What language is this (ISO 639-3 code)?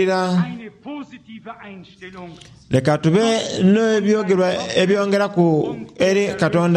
xog